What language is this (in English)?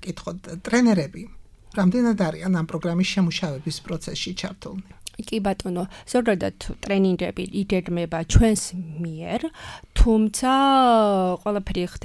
Georgian